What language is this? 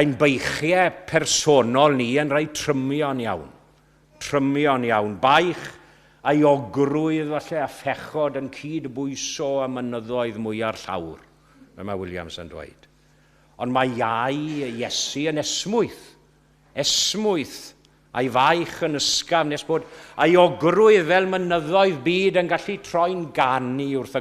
Welsh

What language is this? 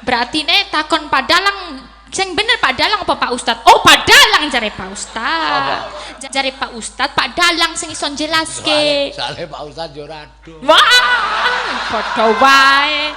Javanese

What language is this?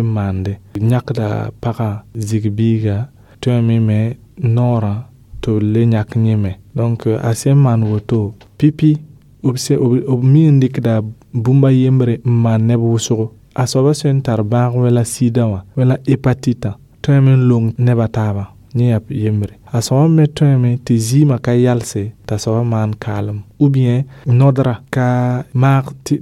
Mossi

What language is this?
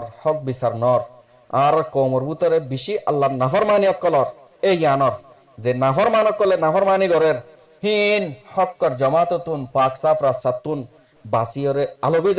Rohingya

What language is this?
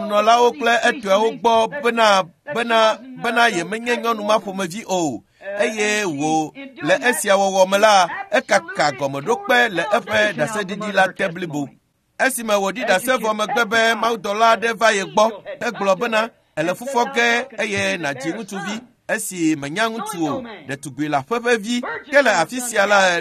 Ewe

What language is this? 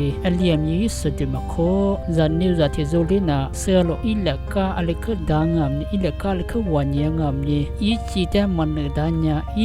Lisu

